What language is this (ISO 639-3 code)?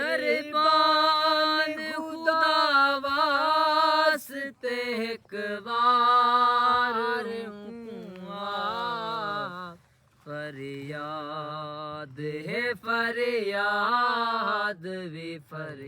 skr